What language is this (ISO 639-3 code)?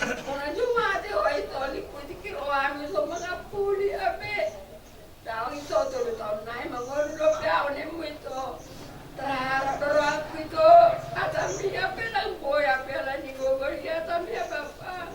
bbc